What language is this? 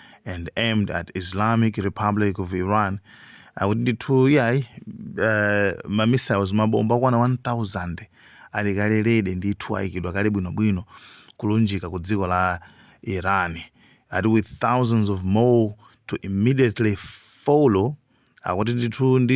Nyanja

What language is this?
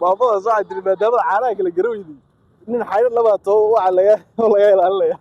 Somali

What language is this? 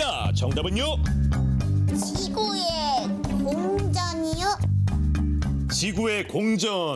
Korean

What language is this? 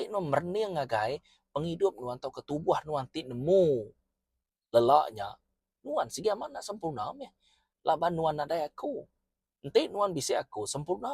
Iban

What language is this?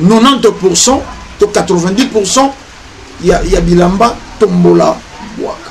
Lingala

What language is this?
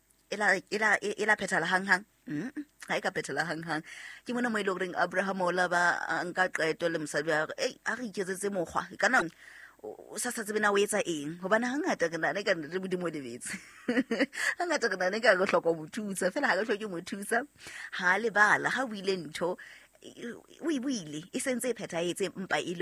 Southern Sotho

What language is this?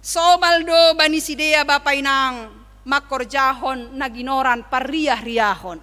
Batak Simalungun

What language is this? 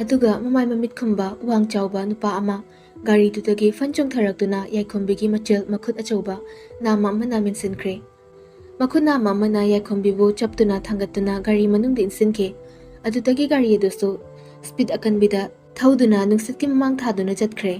Manipuri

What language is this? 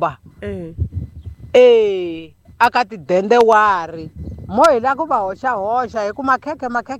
Tsonga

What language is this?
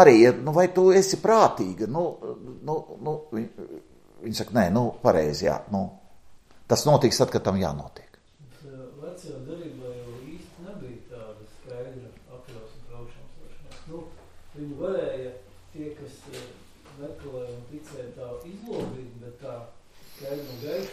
Latvian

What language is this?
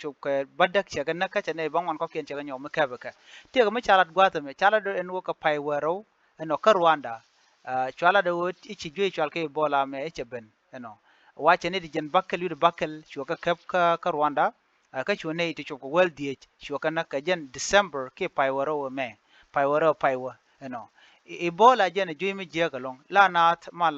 Nuer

